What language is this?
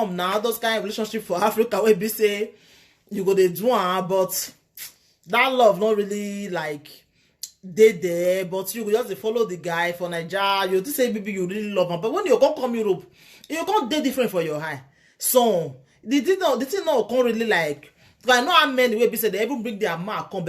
Nigerian Pidgin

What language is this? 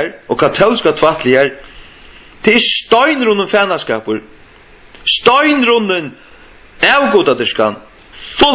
Faroese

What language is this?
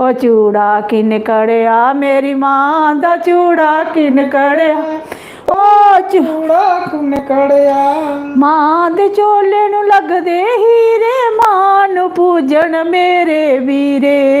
Dogri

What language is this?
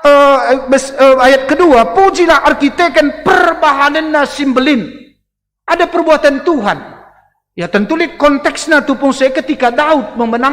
Batak Karo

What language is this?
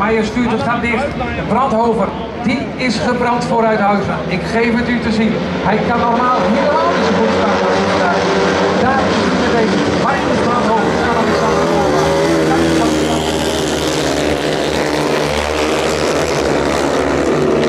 Dutch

